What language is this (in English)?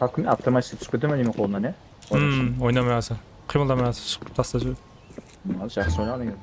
Kara-Kalpak